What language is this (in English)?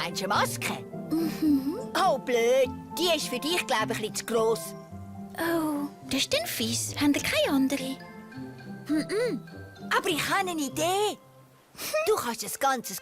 Swiss German